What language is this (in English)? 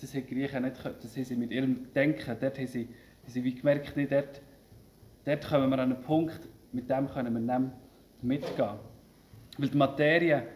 Swiss German